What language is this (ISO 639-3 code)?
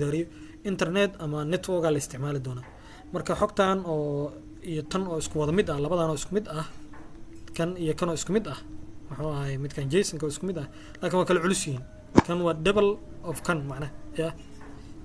som